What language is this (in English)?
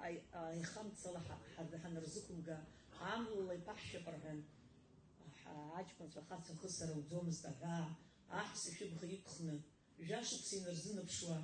Abkhazian